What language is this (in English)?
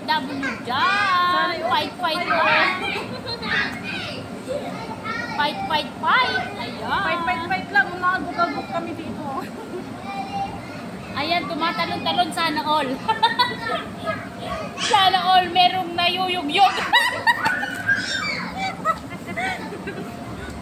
Filipino